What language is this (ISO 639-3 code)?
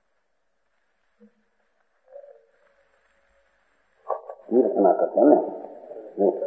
guj